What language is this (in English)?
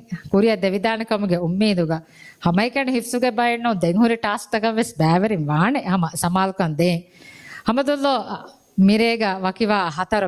Divehi